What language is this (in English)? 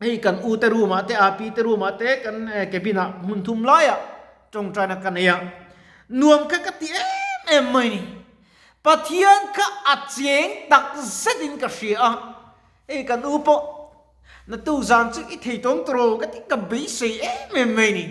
Mizo